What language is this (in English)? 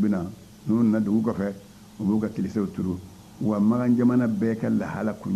Bambara